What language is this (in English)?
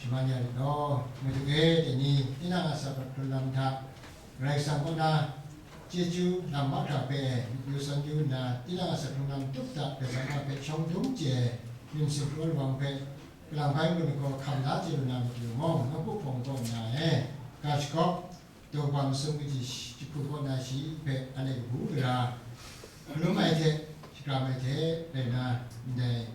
Kachin